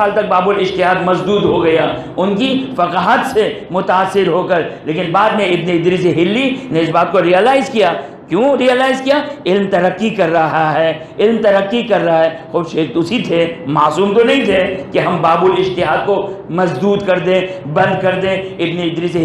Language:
Urdu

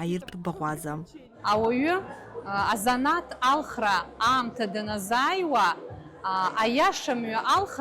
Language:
Abkhazian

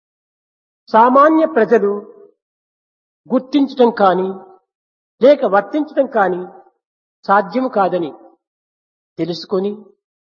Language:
Telugu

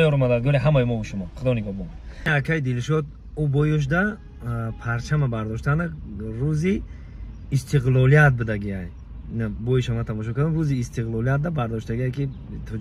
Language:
Tajik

